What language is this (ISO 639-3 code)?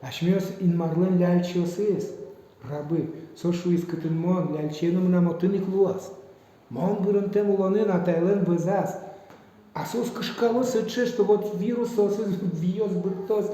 udm